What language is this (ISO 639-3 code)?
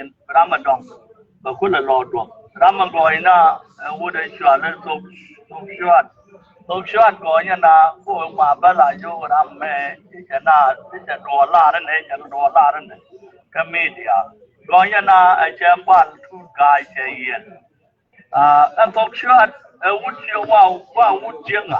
nus